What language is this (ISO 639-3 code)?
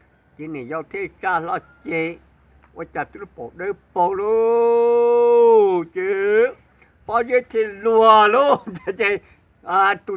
hmn